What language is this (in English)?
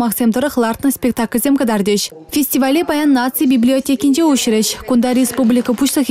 Chuvash